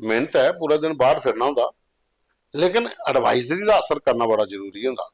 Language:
Dogri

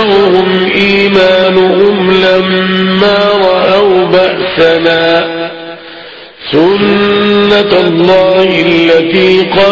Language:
Arabic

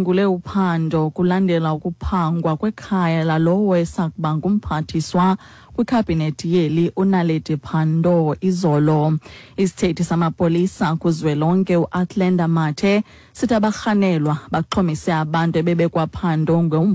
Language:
Xhosa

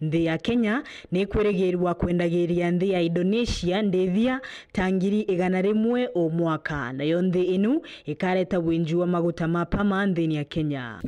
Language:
Meru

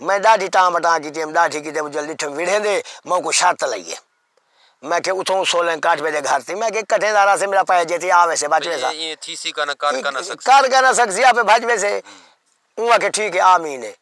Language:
Saraiki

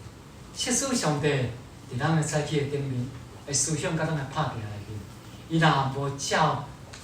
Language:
Min Nan Chinese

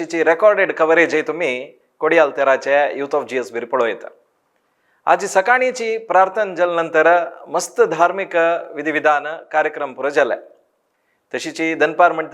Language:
Konkani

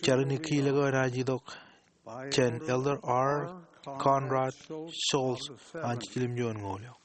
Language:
Marshallese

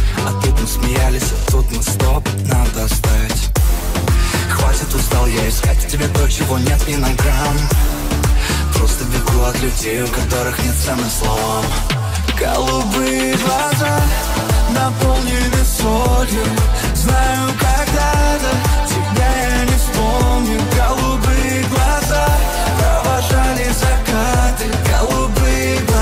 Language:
Russian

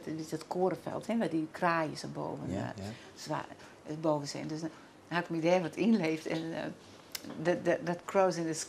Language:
Western Frisian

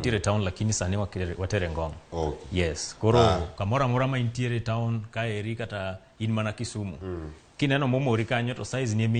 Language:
Luo (Kenya and Tanzania)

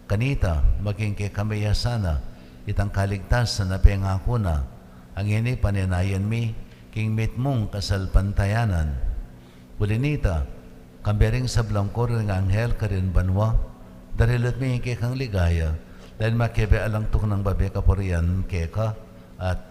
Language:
Pampanga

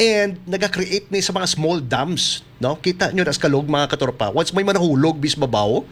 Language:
Hiligaynon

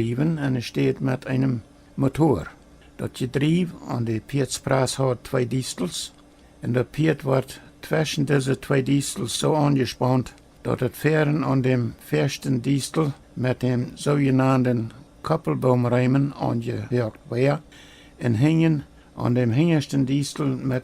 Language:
Plautdietsch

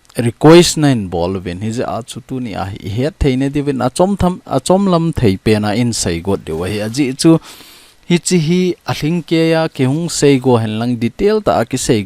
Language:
Thado Chin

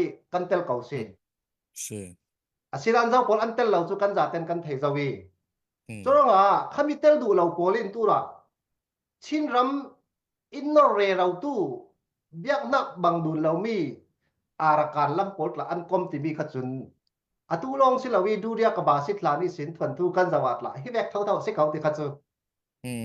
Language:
Falam Chin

